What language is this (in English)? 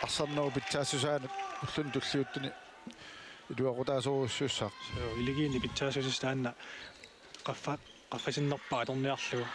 Kalaallisut